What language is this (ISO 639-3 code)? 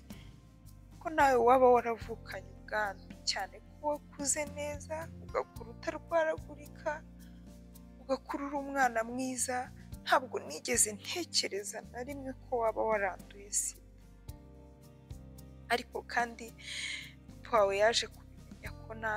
kin